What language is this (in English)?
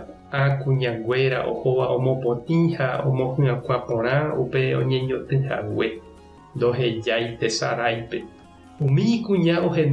Guarani